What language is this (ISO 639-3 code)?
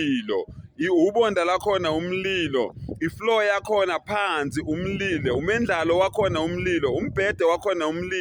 zul